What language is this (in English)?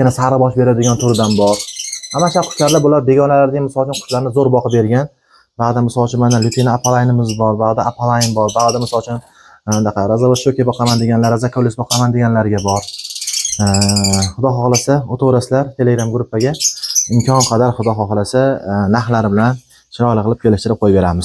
Uzbek